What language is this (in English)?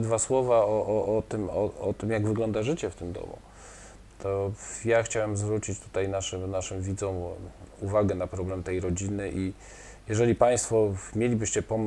Polish